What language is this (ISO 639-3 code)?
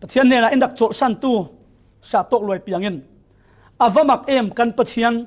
cfm